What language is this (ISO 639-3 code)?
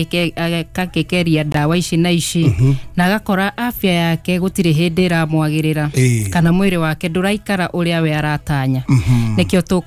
kik